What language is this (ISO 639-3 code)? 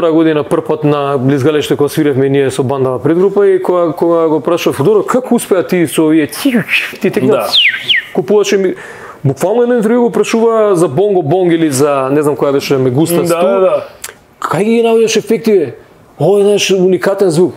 mkd